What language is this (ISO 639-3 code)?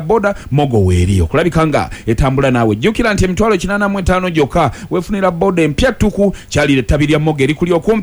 lug